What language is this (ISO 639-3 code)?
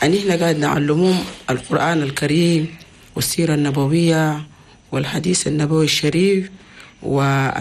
shu